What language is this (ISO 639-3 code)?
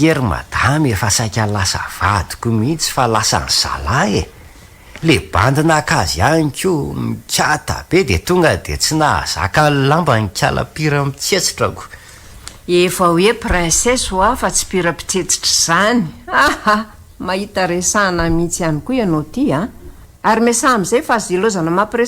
mlg